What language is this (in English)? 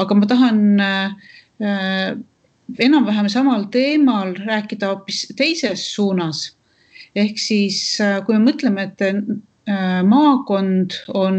Estonian